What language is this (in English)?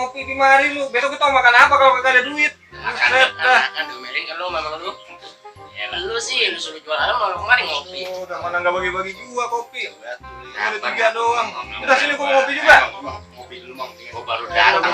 Betawi